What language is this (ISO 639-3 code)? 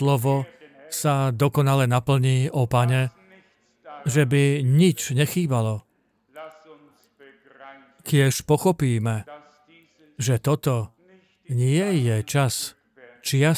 slk